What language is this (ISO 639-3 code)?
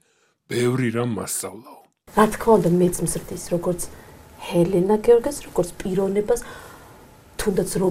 kat